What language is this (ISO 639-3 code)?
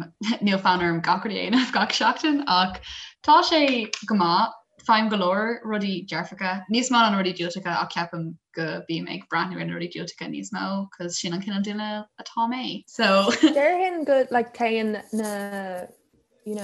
gle